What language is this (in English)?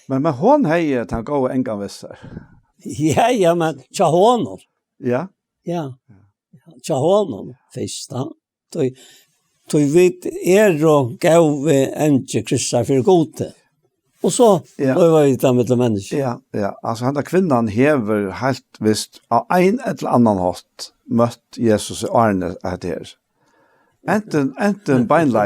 Faroese